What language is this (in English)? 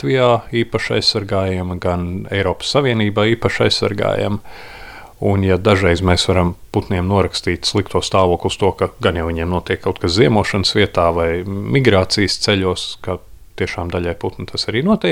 Latvian